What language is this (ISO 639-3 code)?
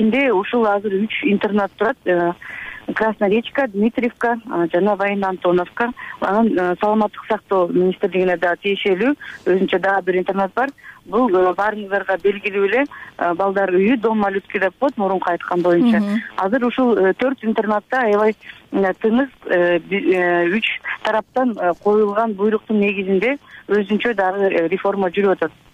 kir